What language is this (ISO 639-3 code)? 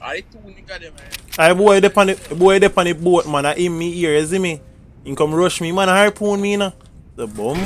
jam